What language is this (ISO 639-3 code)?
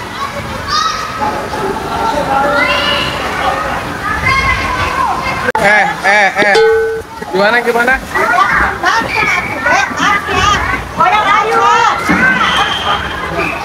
ind